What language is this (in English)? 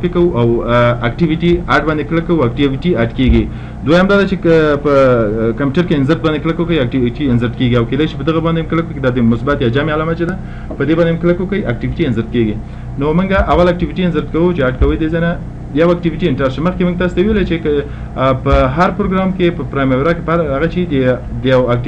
Pashto